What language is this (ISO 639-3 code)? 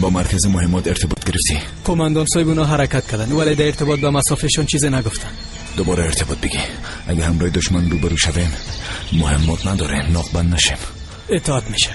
fas